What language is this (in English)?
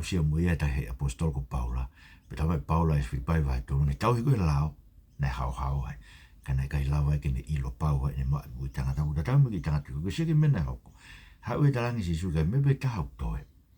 Tongan